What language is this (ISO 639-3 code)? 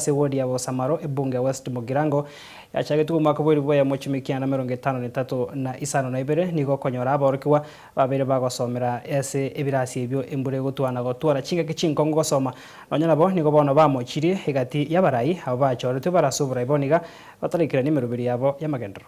guz